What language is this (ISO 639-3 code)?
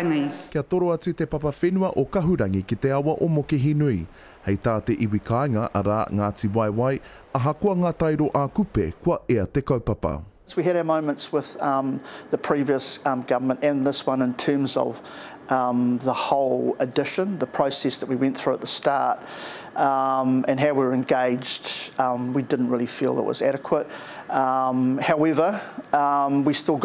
mri